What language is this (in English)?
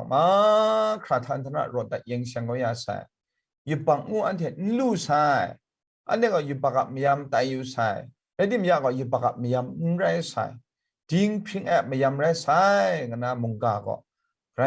Kachin